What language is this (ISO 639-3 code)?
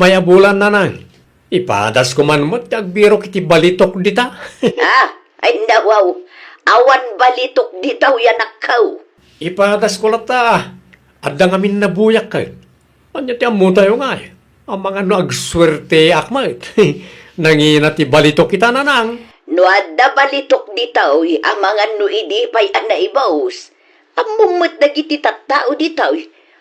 ilo